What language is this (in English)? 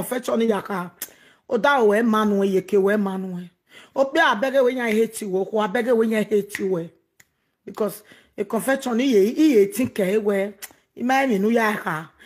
Nigerian Pidgin